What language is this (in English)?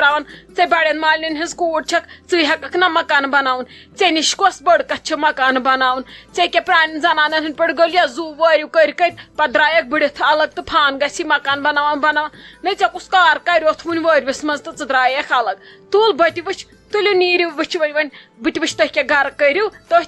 Kashmiri